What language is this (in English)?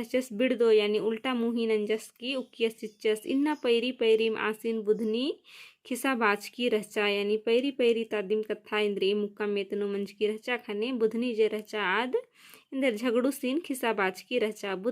Kurukh